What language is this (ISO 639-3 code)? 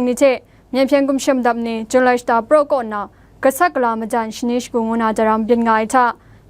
kac